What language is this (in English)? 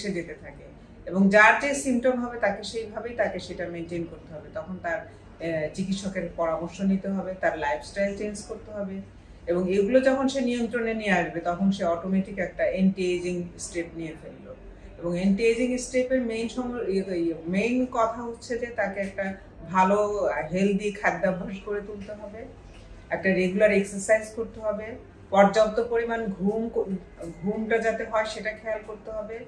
Bangla